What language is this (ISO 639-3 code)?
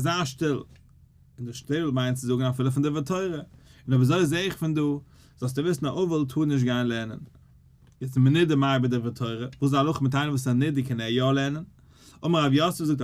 yid